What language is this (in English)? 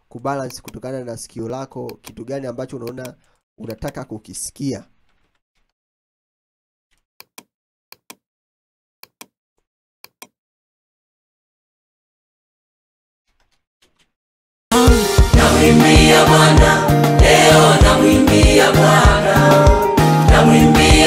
Swahili